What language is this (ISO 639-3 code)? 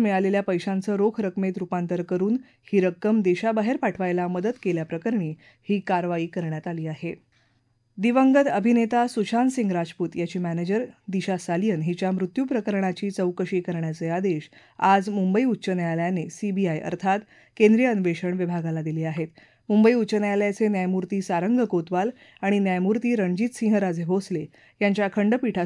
mar